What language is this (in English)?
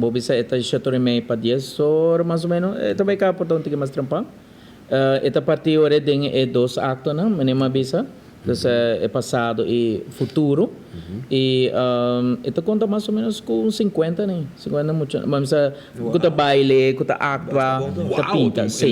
Papiamento